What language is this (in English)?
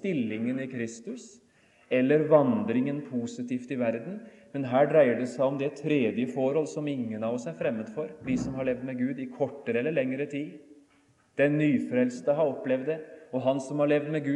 Norwegian